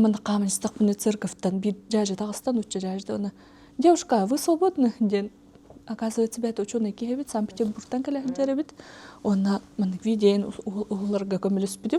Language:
Yakut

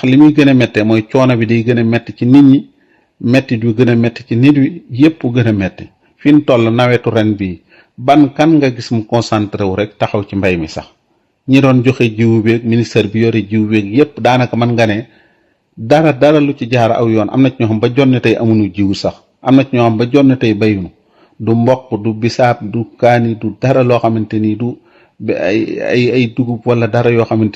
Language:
Wolof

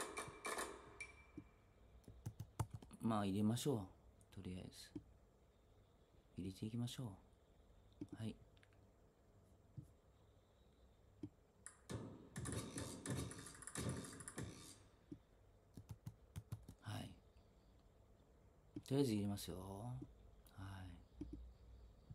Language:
Japanese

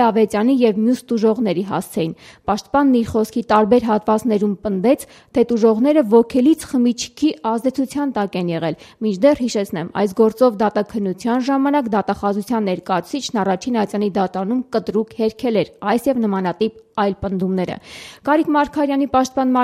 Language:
Armenian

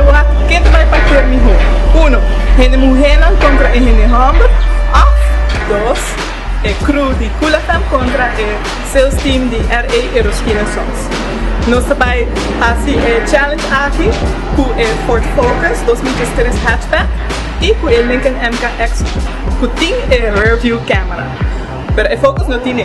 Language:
Papiamento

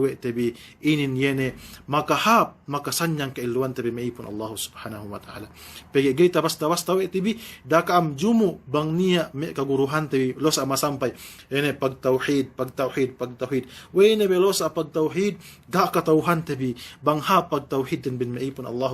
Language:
Yakan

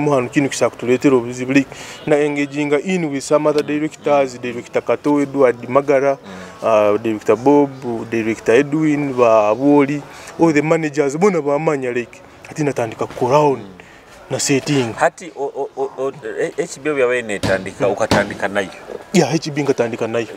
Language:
Nyoro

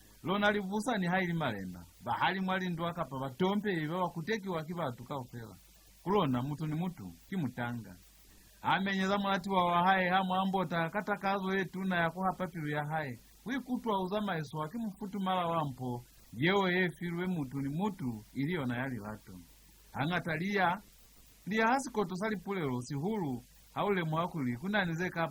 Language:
Lozi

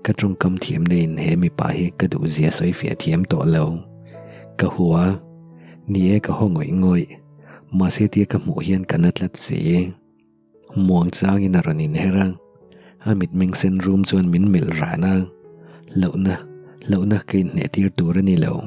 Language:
Mizo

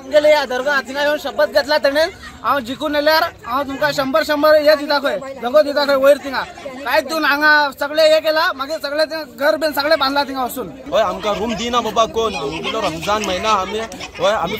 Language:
Konkani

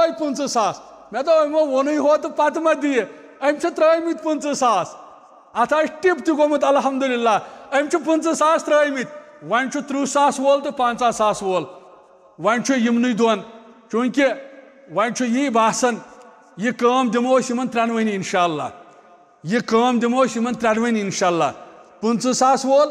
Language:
Kashmiri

